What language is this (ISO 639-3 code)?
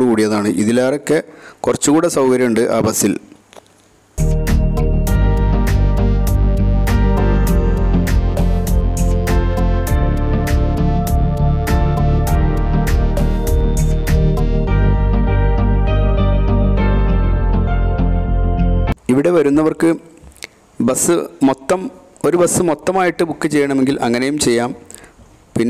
mal